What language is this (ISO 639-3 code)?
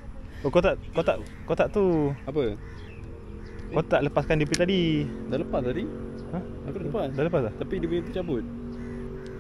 msa